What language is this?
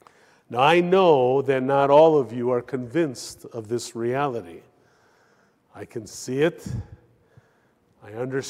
English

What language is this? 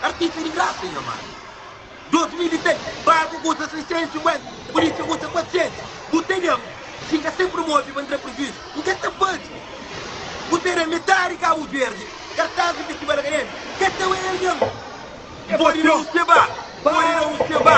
Kabuverdianu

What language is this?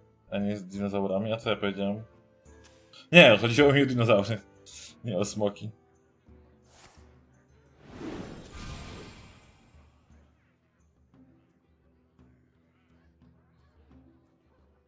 Polish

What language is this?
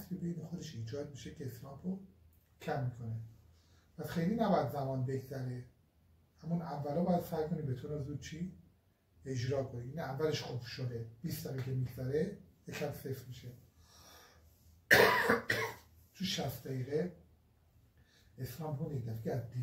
Persian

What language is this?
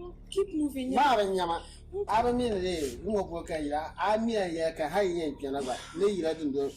Dagbani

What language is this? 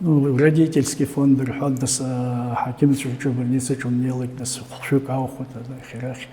Abkhazian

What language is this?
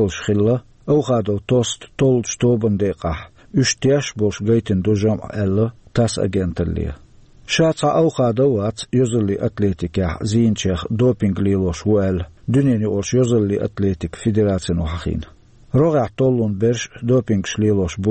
Chechen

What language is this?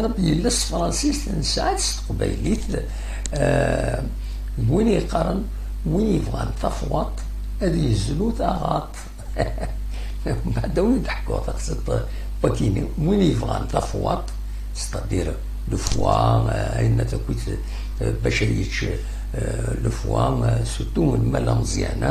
Kabyle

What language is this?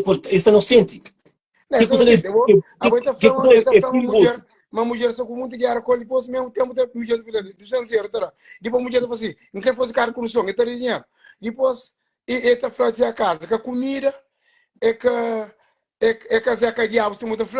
Kabuverdianu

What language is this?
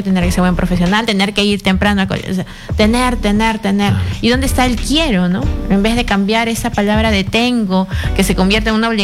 Spanish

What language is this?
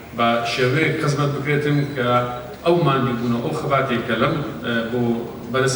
Central Kurdish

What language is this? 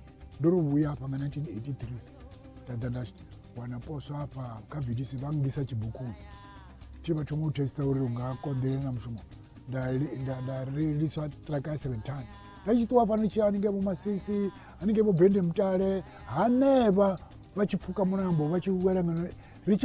Venda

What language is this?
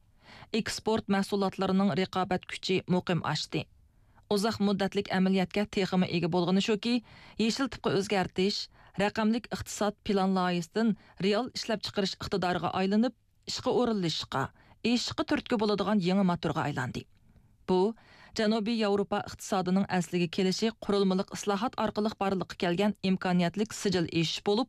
Uyghur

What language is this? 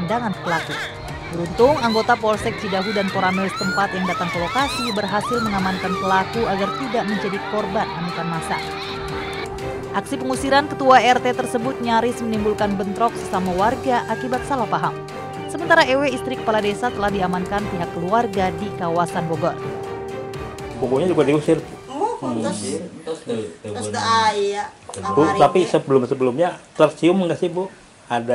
Indonesian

